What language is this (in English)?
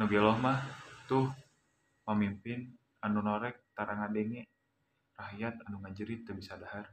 Sundanese